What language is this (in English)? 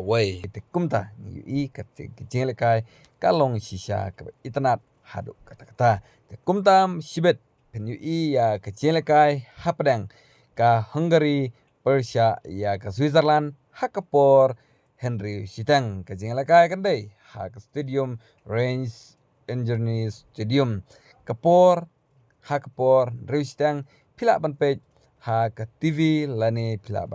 Khasi